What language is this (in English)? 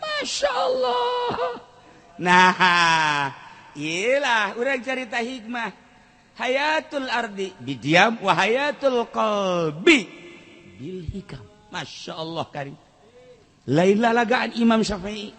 Sundanese